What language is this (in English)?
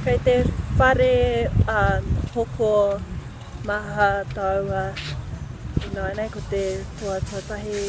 Māori